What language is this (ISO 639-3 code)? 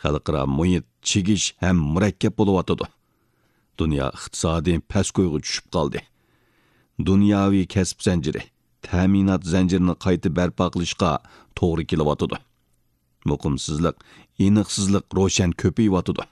uig